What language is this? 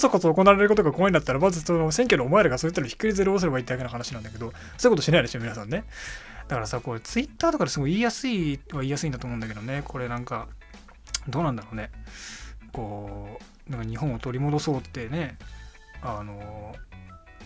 Japanese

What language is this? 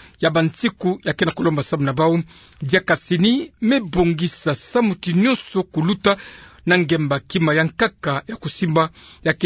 Kituba (Democratic Republic of Congo)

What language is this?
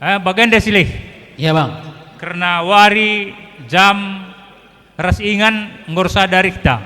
Batak Karo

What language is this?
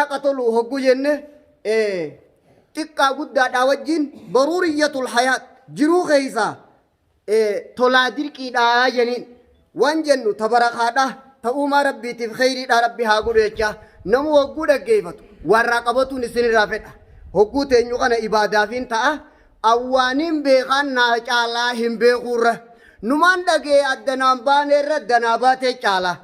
Oromo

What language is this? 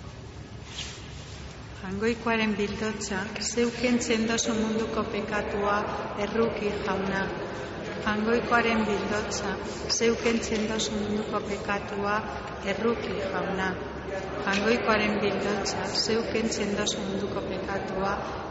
Basque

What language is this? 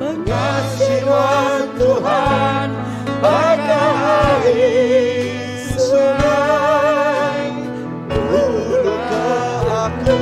Iban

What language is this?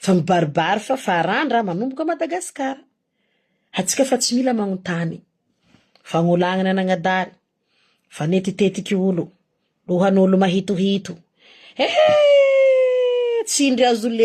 Malagasy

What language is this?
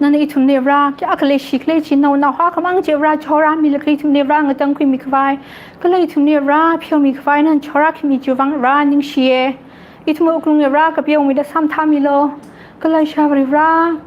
Tangkhul Naga (India)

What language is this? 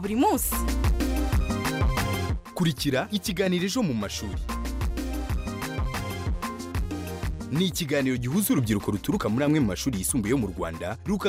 Kinyarwanda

